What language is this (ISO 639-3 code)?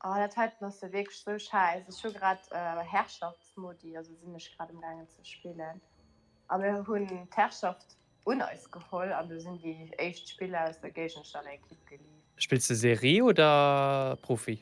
ltz